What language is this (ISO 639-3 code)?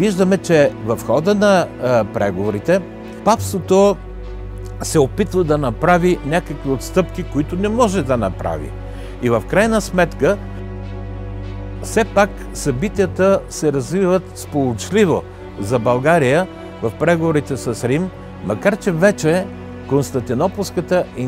bul